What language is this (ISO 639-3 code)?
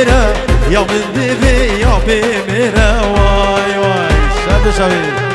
kur